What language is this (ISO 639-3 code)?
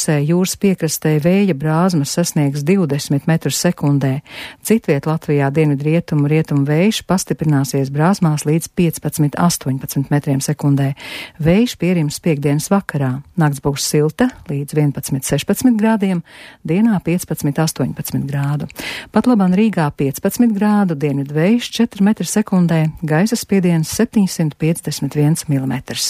lav